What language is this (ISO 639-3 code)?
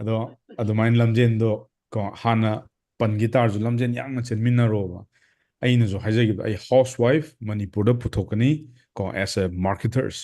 mni